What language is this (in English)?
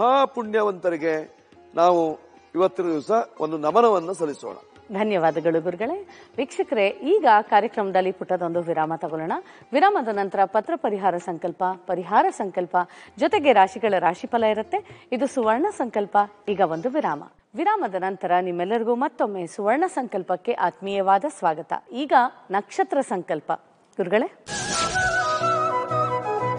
Kannada